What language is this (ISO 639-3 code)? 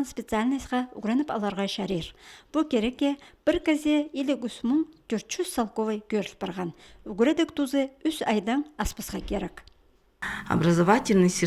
kjh